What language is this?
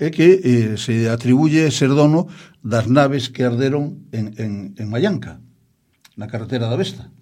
Galician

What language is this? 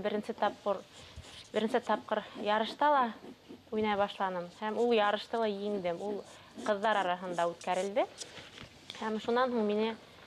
Bashkir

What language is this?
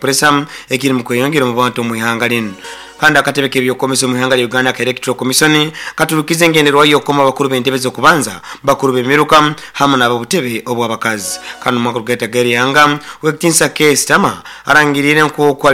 Nyoro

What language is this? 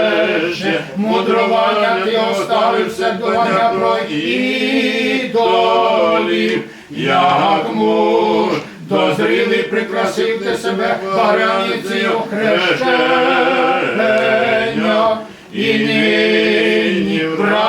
Rusyn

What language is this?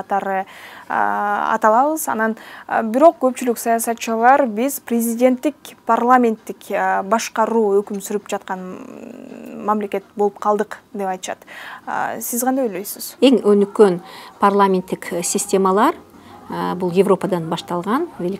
Kyrgyz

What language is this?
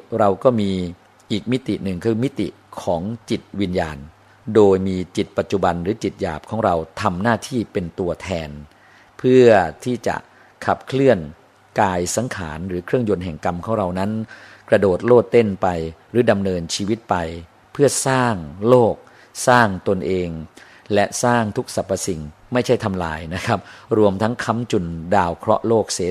Thai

